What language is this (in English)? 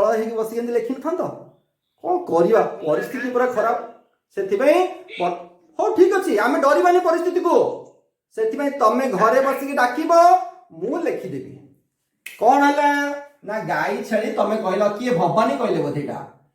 Odia